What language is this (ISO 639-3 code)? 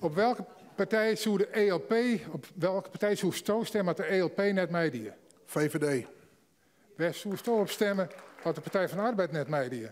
fry